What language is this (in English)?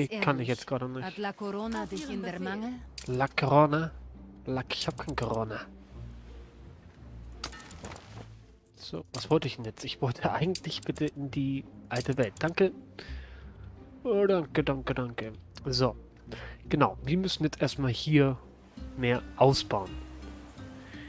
German